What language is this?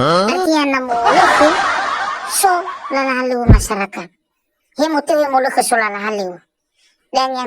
Nias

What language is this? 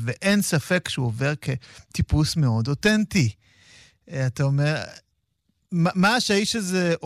Hebrew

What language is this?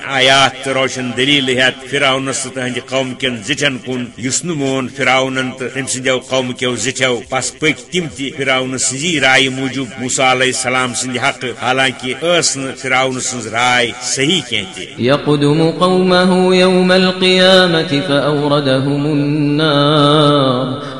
Kashmiri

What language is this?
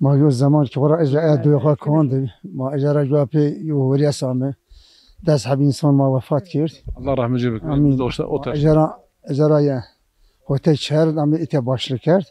Zaza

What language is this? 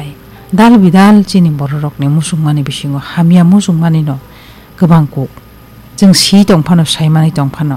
Kok Borok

